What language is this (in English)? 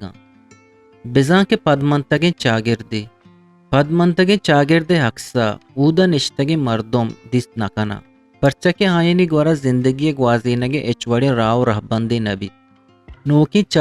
Eastern Balochi